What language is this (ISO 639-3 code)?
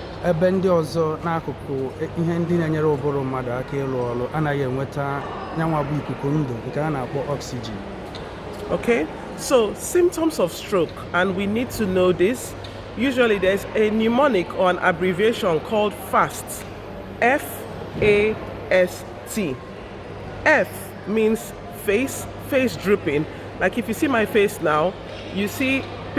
ibo